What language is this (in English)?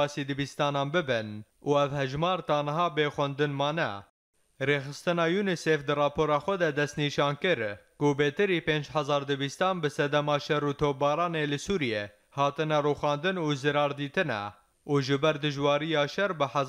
Kurdish